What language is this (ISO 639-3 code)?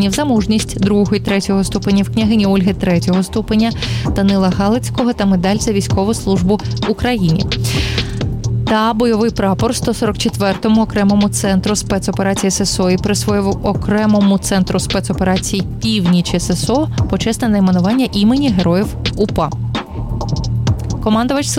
ukr